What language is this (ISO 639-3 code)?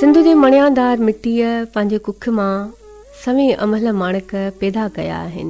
snd